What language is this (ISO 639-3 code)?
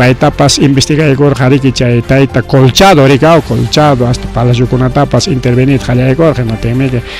quy